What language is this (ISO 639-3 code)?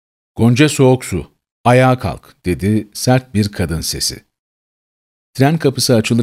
tur